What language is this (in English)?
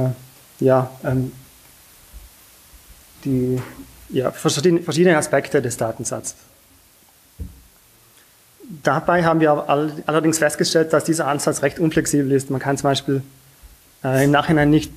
German